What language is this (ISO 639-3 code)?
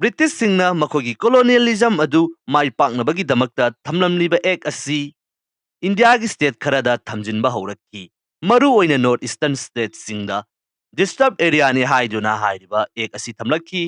mni